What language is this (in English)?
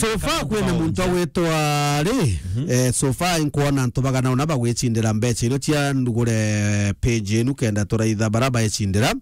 Meru